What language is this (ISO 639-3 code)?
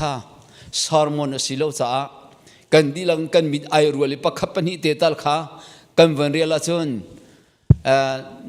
cnh